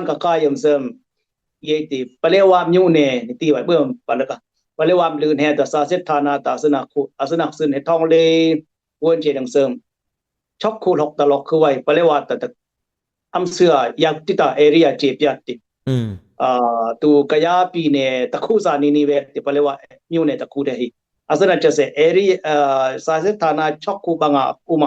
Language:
Dimasa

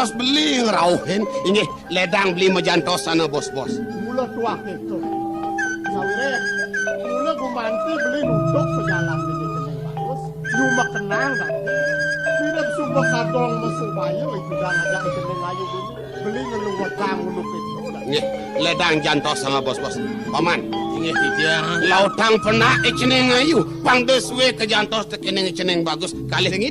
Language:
Balinese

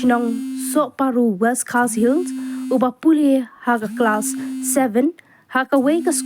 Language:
Khasi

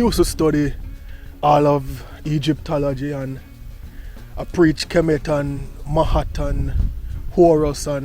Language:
Jamaican Creole English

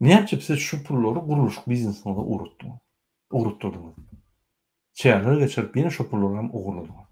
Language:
Turkmen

